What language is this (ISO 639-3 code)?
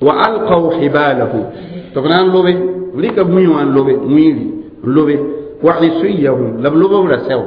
mos